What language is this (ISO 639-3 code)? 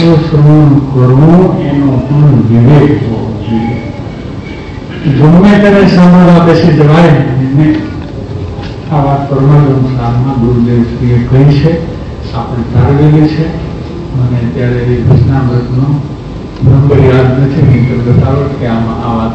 guj